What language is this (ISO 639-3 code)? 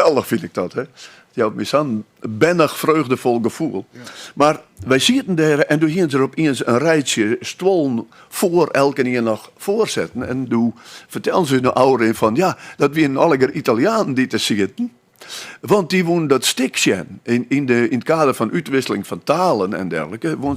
fry